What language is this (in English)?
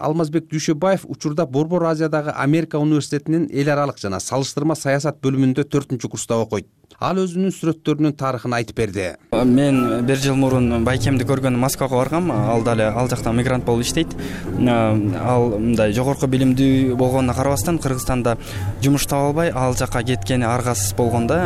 Kyrgyz